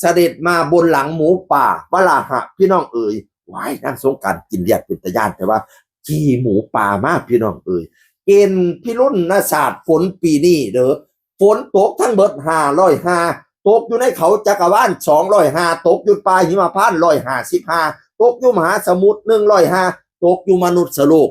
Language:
Northeastern Thai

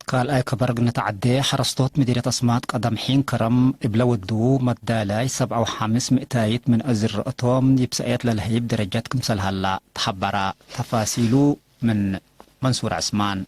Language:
Tigre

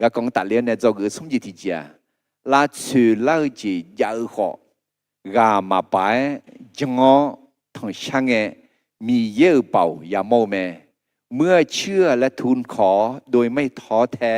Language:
Akha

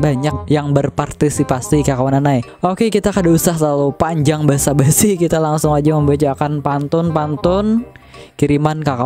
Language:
Banjar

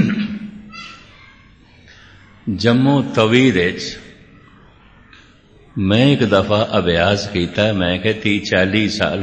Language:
Punjabi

